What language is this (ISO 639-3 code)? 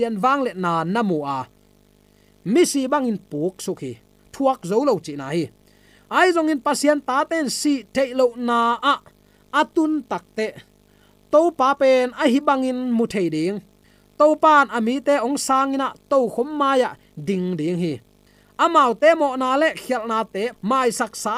ctd